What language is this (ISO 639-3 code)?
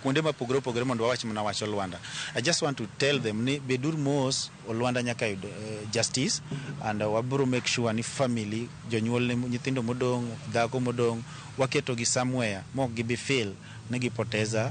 luo